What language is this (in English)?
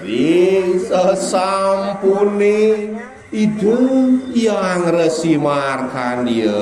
Balinese